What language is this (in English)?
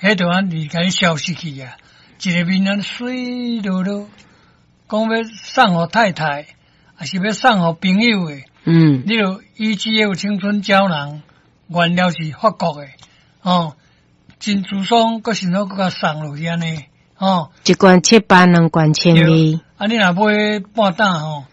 Min Nan Chinese